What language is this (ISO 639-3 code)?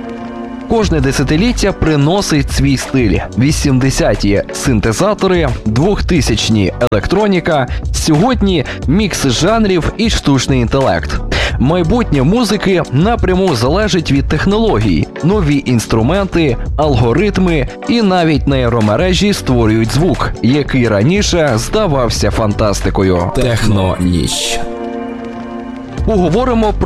ukr